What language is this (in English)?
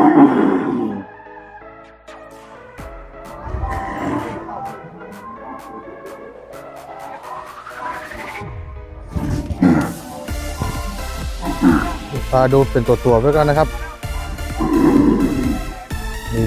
Thai